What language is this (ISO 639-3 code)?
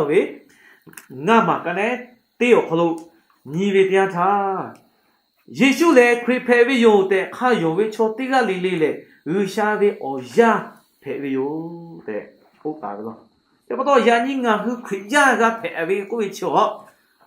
lhu